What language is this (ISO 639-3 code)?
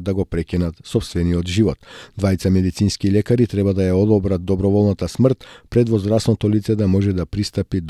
mkd